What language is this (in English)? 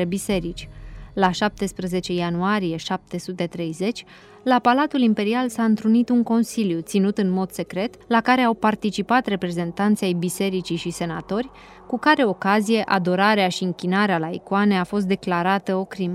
Romanian